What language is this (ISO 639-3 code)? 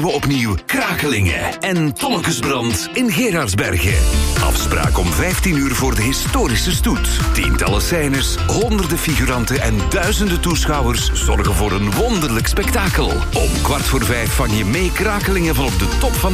nld